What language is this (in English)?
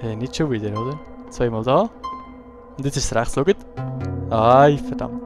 Swiss German